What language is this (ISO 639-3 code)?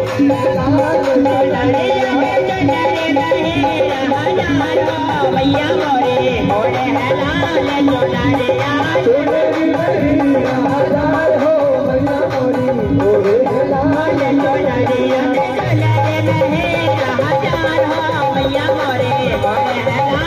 bho